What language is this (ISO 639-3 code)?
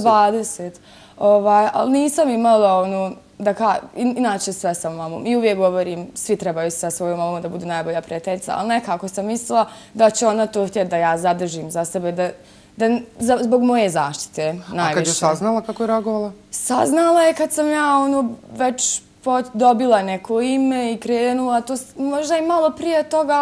bos